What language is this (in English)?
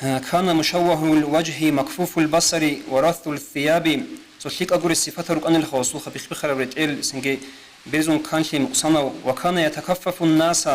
Avaric